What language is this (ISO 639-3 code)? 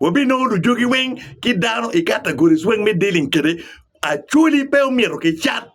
ach